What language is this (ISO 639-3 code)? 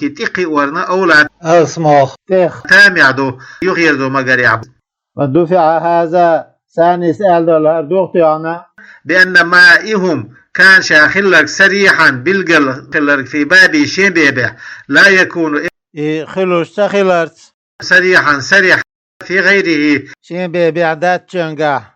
che